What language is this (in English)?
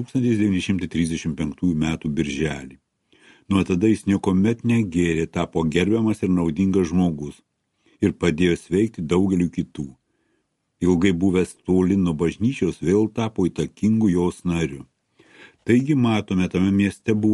Lithuanian